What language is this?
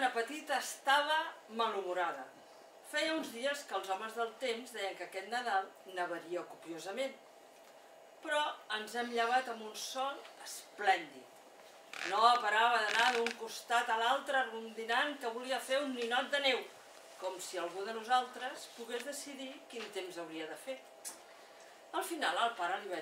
Catalan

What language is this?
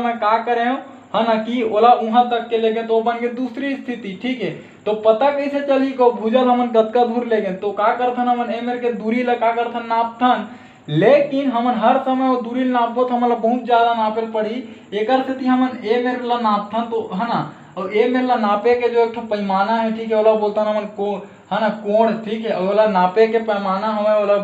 Chhattisgarhi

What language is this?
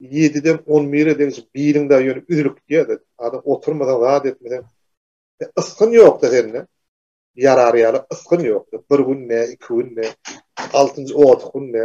Turkmen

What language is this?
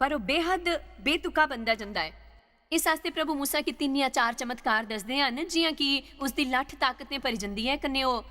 Dogri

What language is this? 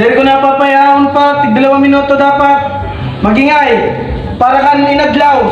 Waray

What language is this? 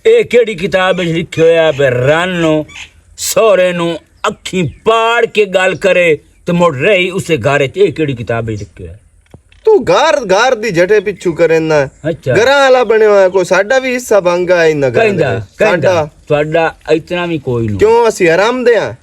Western Panjabi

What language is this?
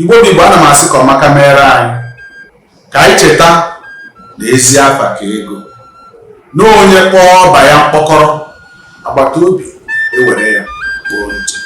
Igbo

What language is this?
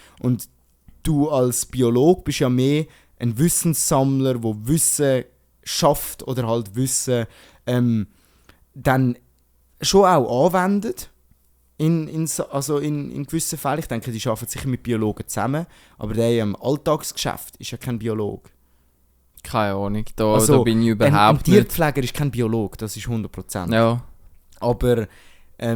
Swiss German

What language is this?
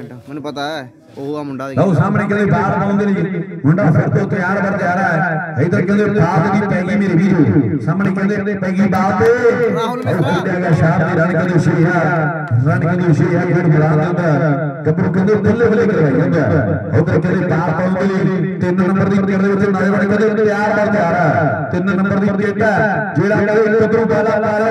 Punjabi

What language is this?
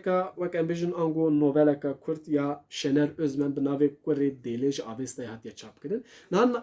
Kurdish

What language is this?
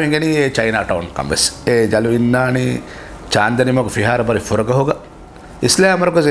Divehi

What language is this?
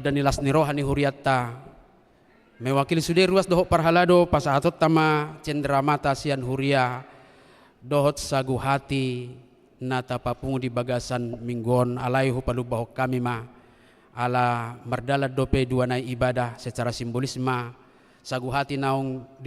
Batak Toba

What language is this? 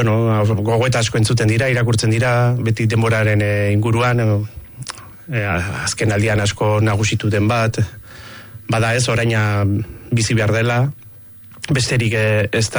Basque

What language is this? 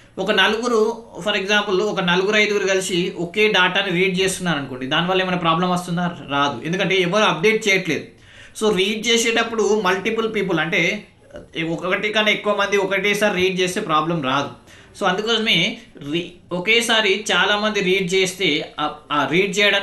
Telugu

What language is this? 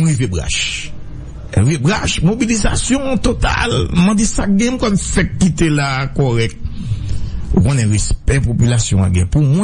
Haitian Creole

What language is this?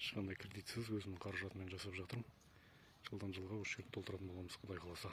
Kazakh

